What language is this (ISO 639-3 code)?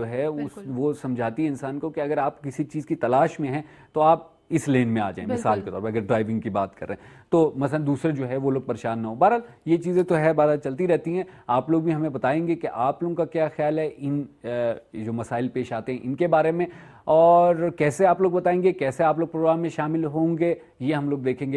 urd